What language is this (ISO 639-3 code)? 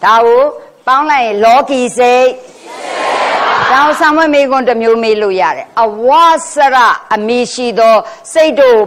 mya